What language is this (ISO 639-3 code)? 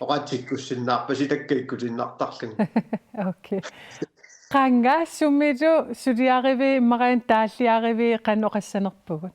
kal